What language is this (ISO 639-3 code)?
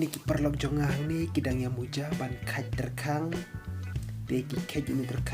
kha